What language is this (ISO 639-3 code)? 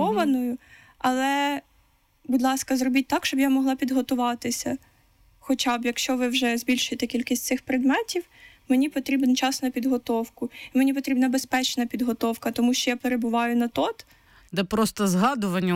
ukr